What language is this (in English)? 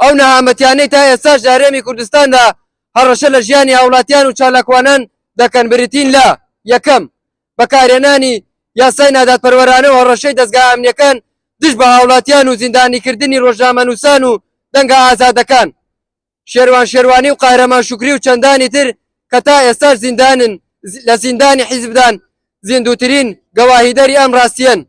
Central Kurdish